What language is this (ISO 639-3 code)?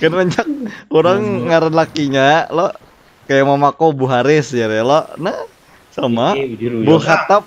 bjn